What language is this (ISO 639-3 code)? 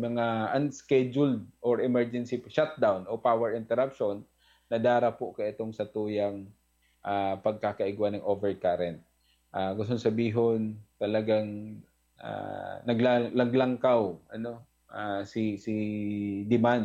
bik